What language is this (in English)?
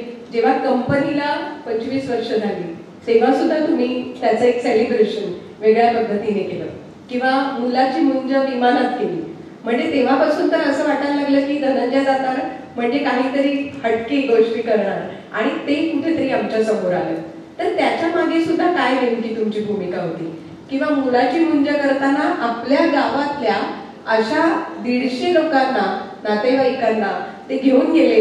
Marathi